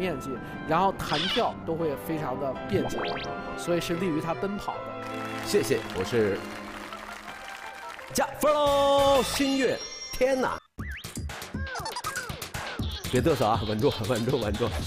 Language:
Chinese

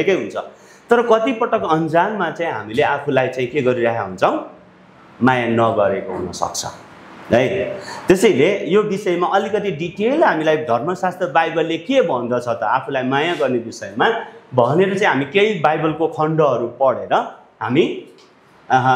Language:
Nepali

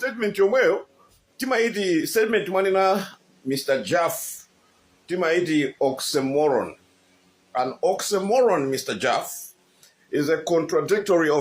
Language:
Nyanja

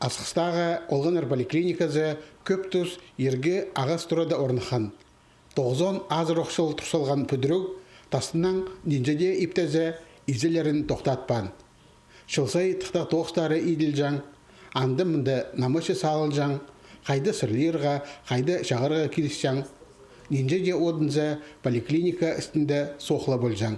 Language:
Khakas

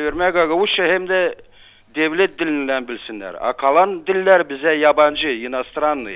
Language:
Gagauz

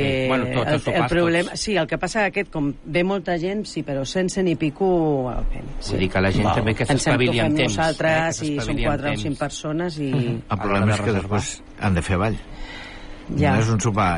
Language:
Catalan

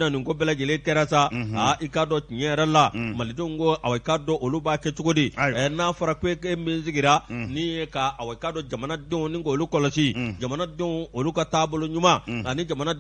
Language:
Bambara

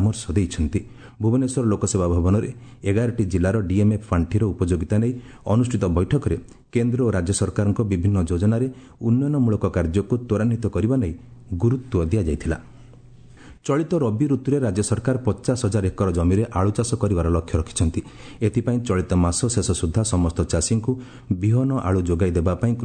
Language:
Odia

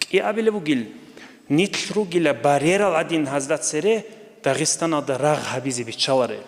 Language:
Avaric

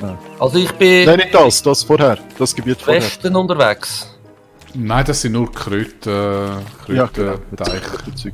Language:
Swiss German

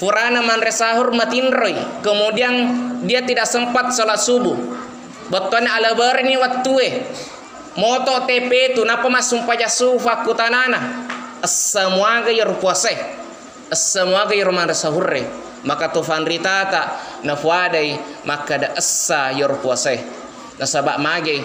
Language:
Buginese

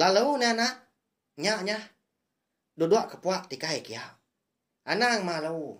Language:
Iban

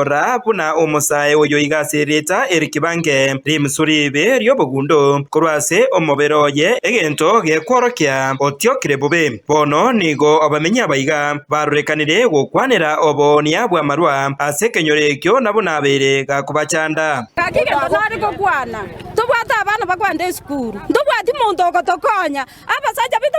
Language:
Gusii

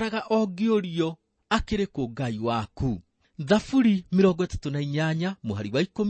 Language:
Kikuyu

